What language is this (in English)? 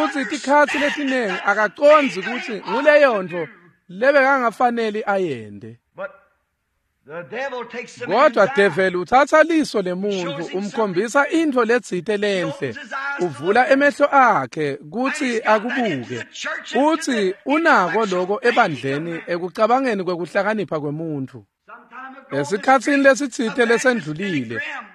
Swati